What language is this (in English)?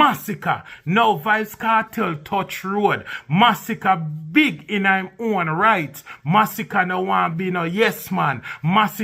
Jamaican Creole English